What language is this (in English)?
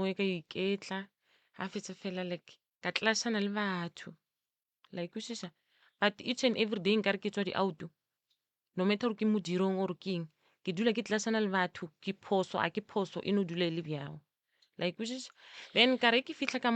Northern Sotho